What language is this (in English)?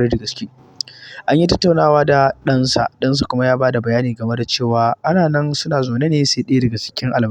Hausa